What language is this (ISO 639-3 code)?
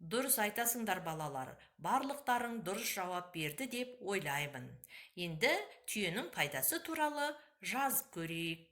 kaz